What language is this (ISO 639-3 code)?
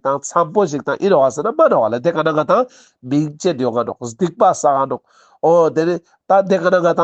lbj